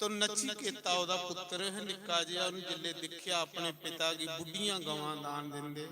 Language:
Dogri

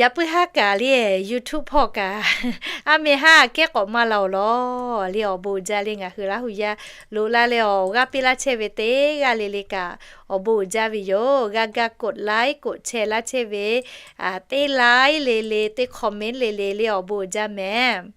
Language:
Lahu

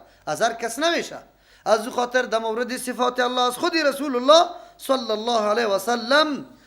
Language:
Persian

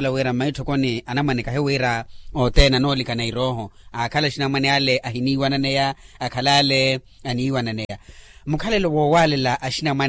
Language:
Makhuwa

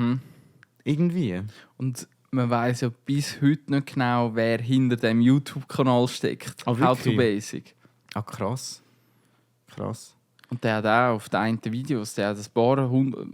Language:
Swiss German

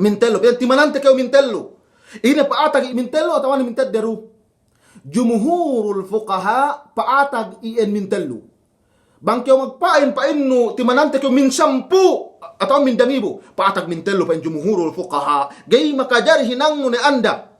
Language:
Yakan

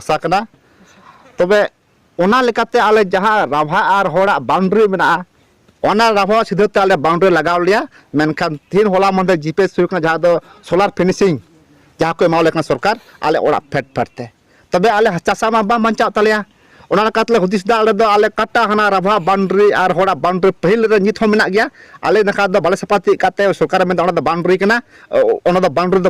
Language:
Santali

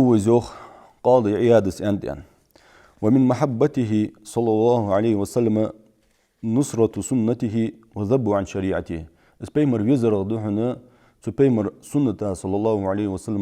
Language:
Ingush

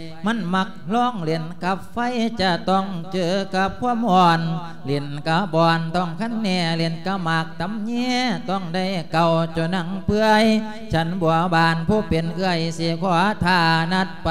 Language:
Lao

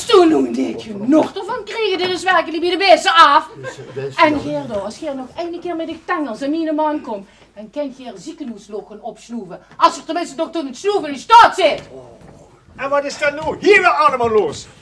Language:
Limburgish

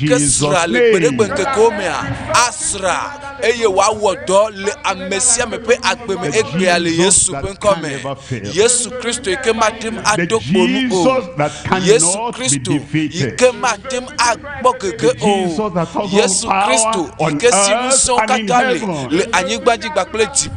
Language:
Ewe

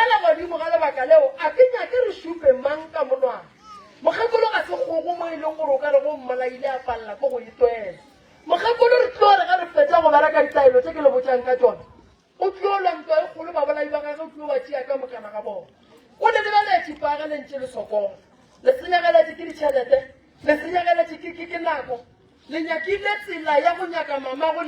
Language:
Northern Sotho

